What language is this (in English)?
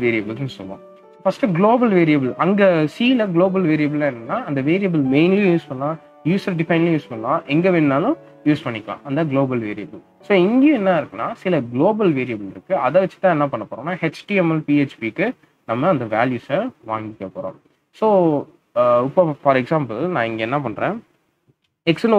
Tamil